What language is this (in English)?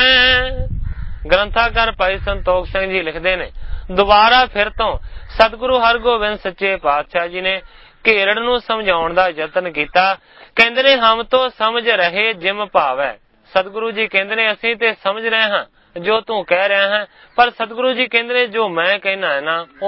Punjabi